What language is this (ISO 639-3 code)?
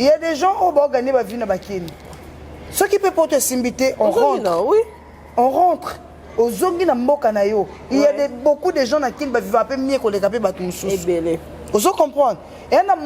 lin